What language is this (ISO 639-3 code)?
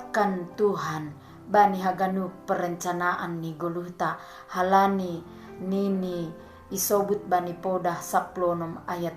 bts